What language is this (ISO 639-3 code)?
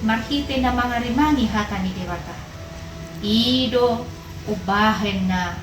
bbc